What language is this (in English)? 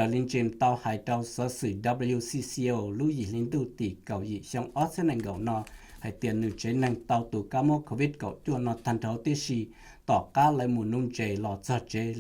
Hmong